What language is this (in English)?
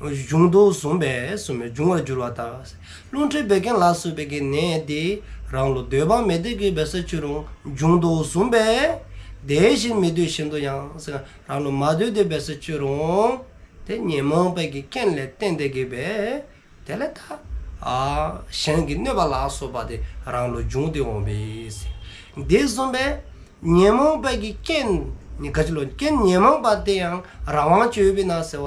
Dzongkha